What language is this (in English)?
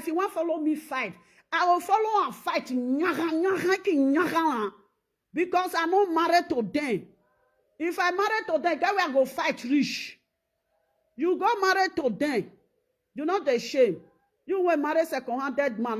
Nigerian Pidgin